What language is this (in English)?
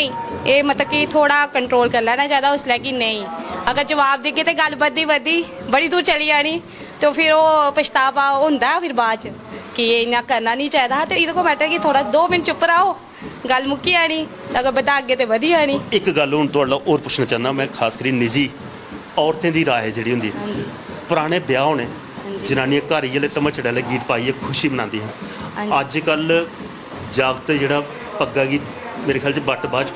Dogri